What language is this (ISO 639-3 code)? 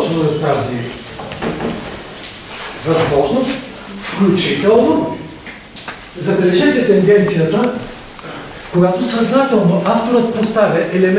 bul